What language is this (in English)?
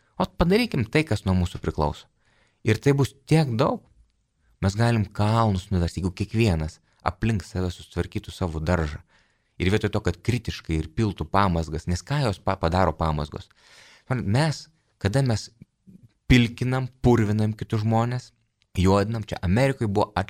Lithuanian